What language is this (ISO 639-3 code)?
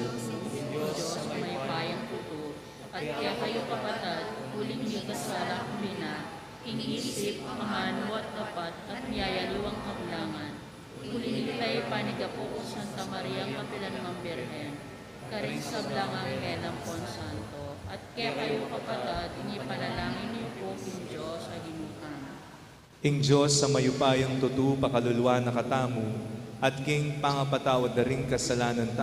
pam